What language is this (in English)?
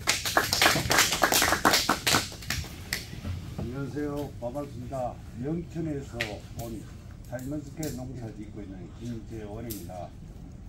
Korean